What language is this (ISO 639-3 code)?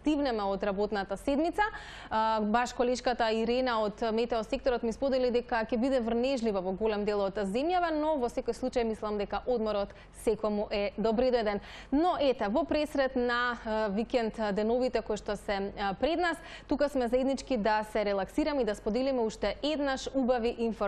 mkd